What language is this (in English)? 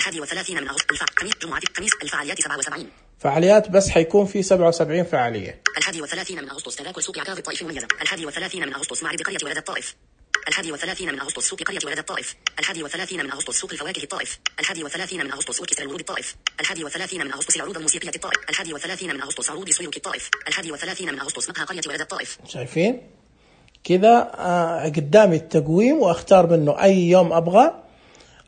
Najdi Arabic